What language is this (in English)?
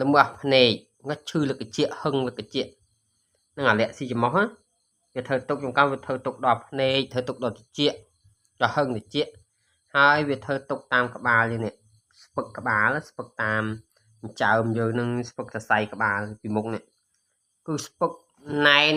Khmer